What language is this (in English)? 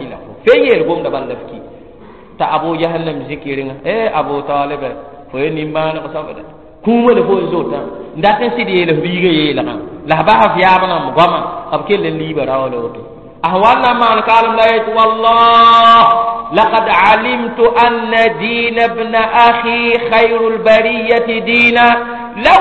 Mossi